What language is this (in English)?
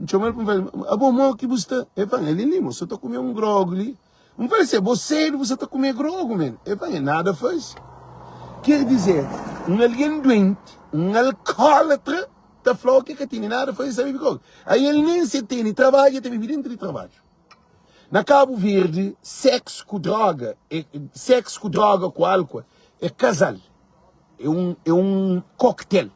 Kabuverdianu